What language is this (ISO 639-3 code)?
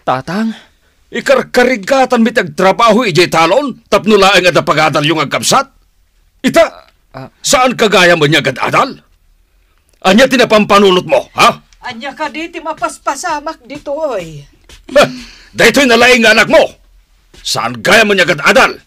ilo